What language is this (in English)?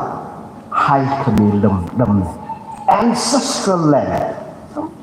Tangkhul Naga (India)